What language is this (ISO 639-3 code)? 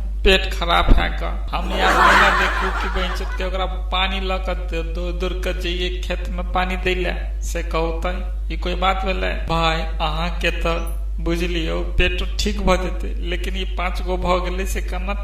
mai